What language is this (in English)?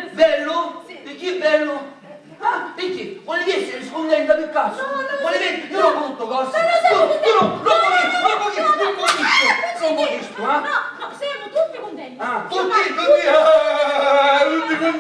Sicilian